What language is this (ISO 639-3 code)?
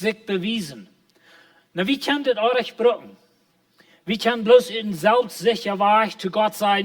pdt